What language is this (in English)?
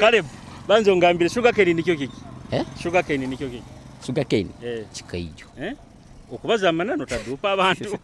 Nyoro